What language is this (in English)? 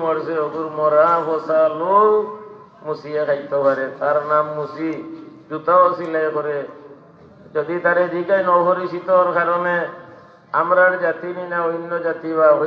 Sylheti